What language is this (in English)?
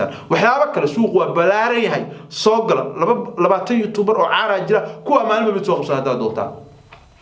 Somali